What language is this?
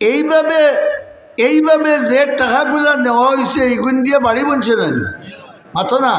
Sylheti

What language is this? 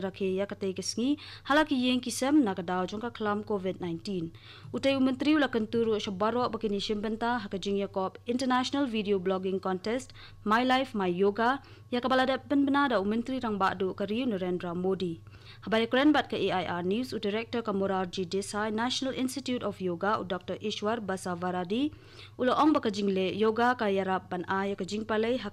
Khasi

